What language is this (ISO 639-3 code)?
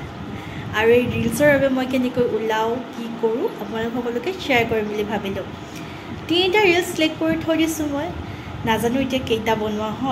asm